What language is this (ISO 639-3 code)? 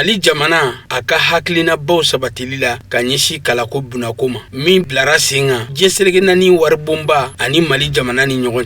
bam